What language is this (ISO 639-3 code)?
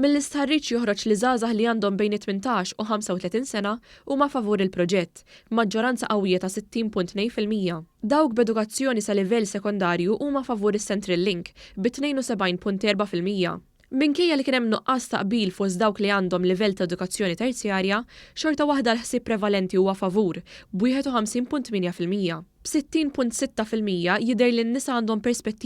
mlt